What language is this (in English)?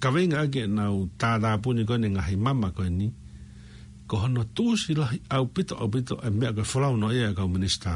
Tongan